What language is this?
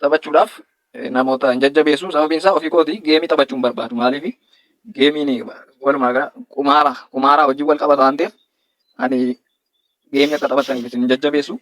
Oromo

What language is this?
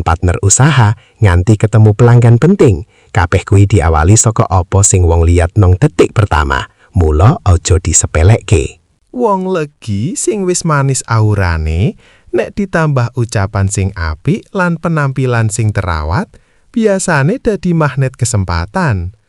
Javanese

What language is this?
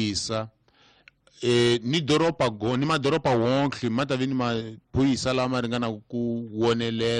Tsonga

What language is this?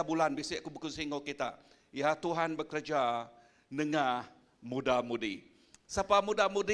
Iban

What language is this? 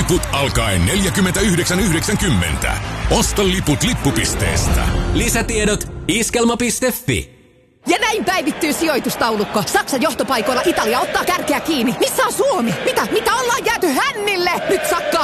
Finnish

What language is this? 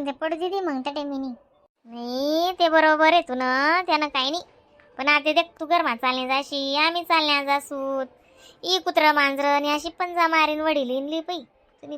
Khandesi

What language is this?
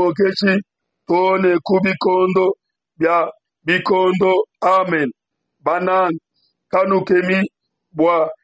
Luba-Lulua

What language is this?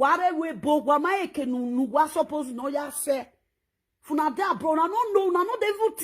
Nigerian Pidgin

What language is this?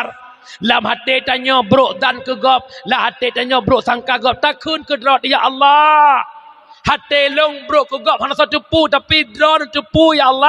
Achinese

